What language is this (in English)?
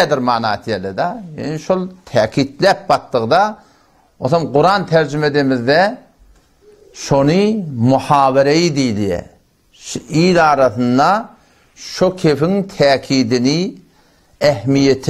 Turkmen